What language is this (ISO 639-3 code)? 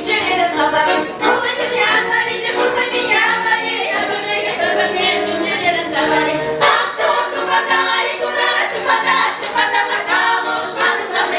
chv